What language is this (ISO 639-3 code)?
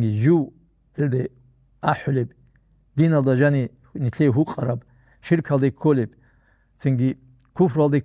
ava